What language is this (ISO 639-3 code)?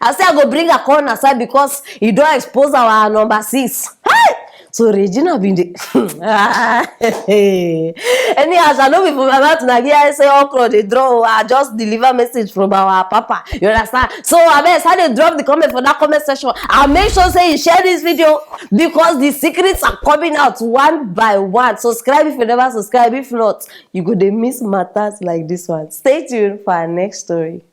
pcm